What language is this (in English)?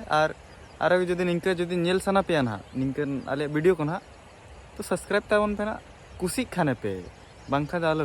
Santali